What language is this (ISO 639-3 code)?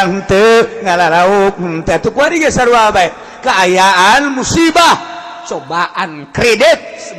sun